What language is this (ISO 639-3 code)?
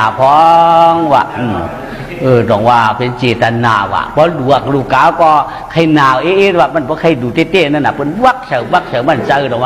shn